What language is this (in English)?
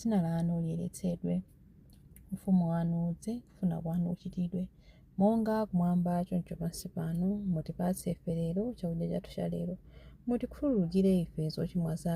Nyanja